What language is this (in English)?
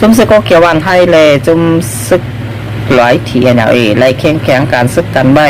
Lao